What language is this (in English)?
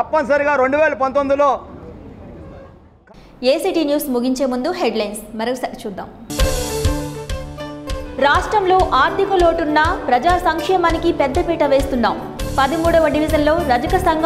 Telugu